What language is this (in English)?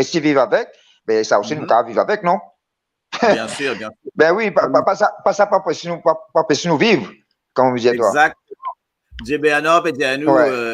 Morisyen